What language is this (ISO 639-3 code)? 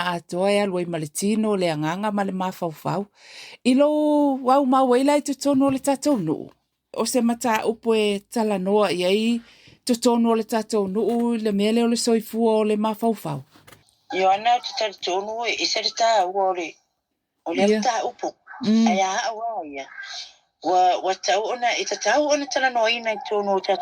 smo